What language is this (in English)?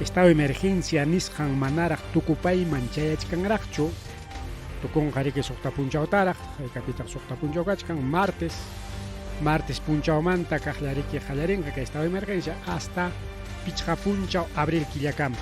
Ayacucho Quechua